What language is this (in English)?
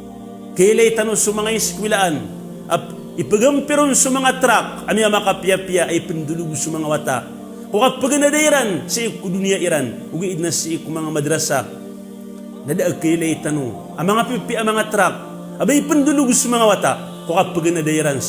Maranao